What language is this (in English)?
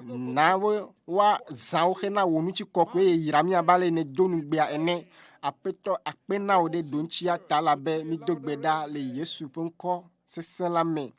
Ewe